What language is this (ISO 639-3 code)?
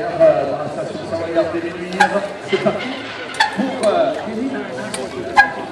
fra